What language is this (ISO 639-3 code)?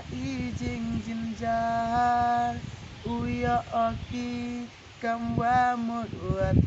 kha